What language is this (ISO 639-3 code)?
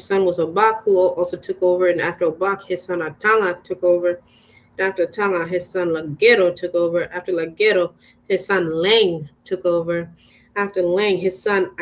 ach